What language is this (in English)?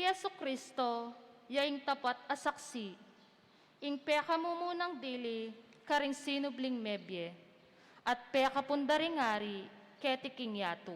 Pampanga